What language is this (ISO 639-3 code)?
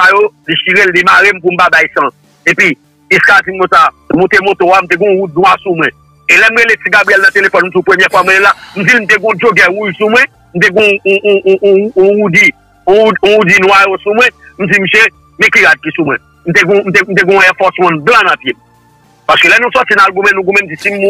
hat